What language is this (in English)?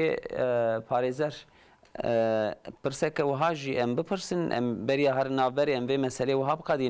Kurdish